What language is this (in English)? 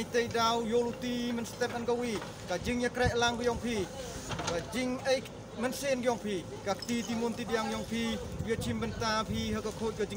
Khasi